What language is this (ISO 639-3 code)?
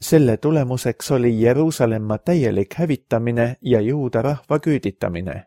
est